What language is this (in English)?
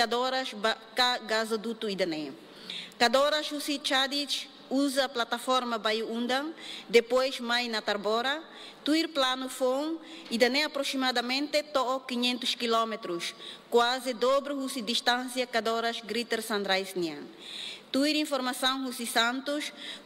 Tetum